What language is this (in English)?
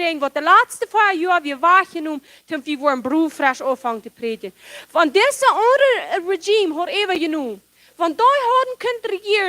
Plautdietsch